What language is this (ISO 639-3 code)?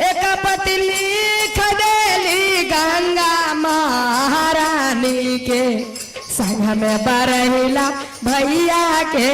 mag